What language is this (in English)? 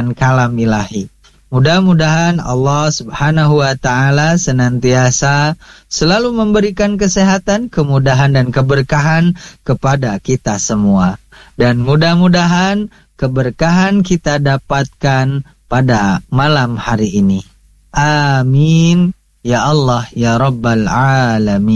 Indonesian